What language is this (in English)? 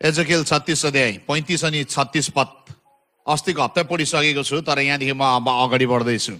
Nepali